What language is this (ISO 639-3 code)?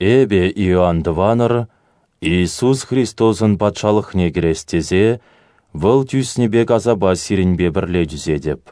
chv